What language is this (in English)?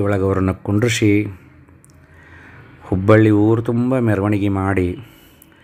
Kannada